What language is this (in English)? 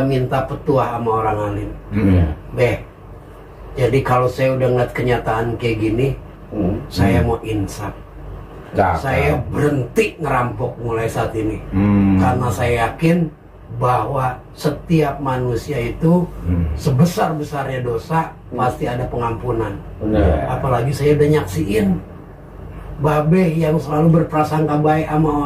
Betawi